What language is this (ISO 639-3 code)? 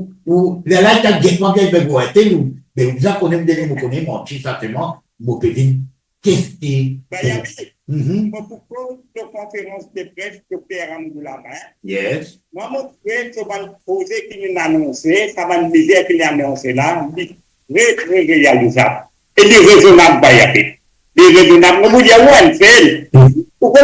mfe